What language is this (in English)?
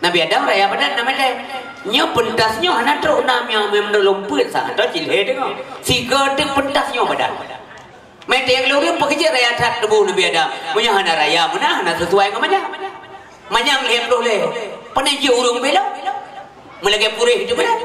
Achinese